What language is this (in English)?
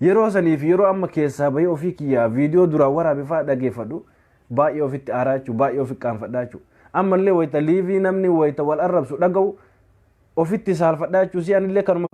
Oromo